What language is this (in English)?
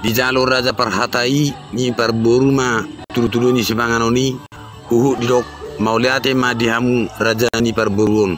Batak Toba